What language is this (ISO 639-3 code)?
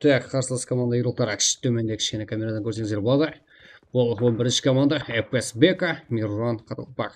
kaa